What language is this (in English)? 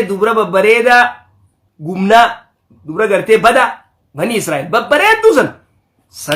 Oromo